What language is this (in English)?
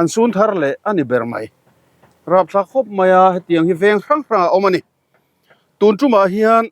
Mizo